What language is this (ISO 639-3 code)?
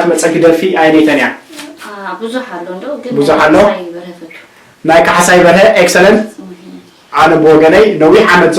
tir